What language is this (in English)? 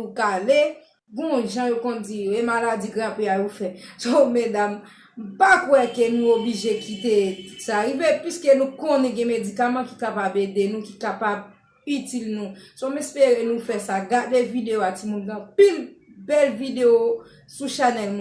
Haitian Creole